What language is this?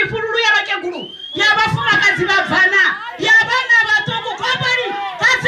Venda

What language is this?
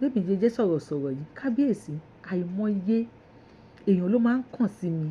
Yoruba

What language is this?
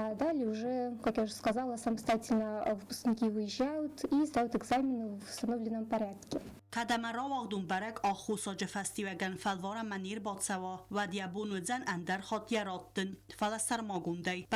Ossetic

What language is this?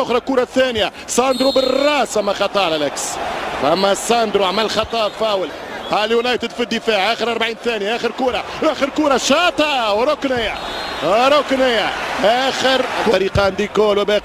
Arabic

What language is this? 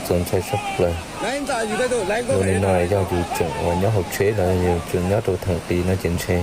Hmong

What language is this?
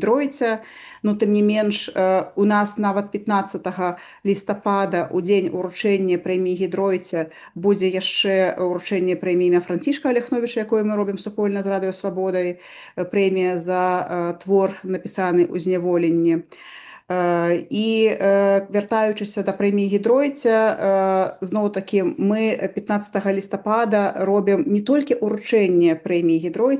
Belarusian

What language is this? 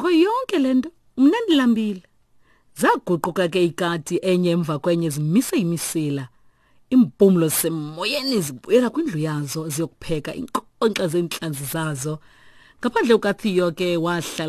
Xhosa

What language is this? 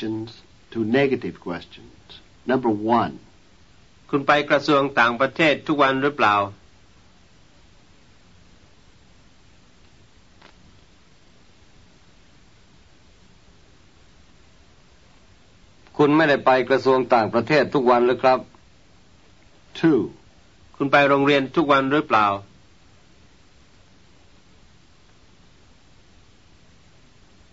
Thai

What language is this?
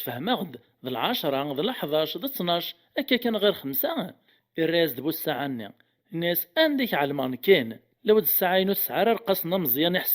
Kabyle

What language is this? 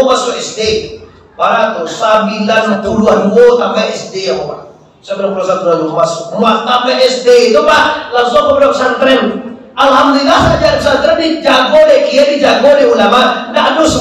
Minangkabau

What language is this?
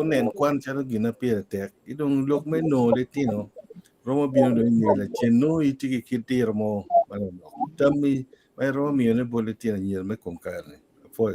Acoli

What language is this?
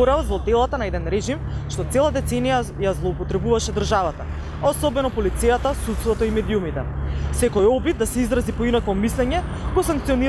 Macedonian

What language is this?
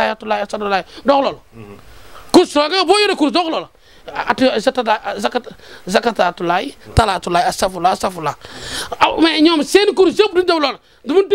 Wolof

